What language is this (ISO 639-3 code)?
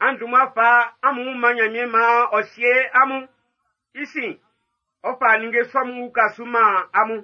bci